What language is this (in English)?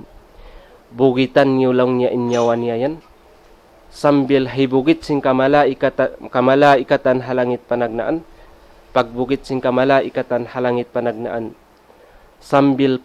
Tausug